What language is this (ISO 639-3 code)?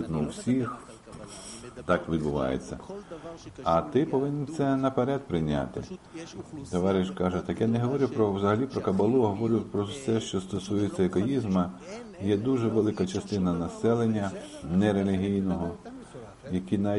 ukr